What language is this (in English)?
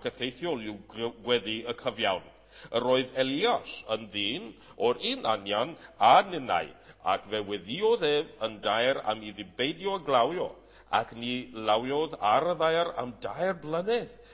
Welsh